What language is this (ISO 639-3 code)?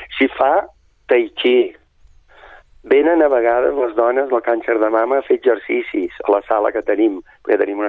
cat